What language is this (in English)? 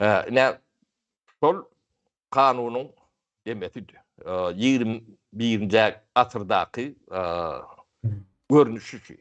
Turkmen